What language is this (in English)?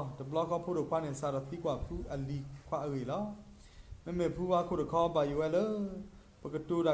S'gaw Karen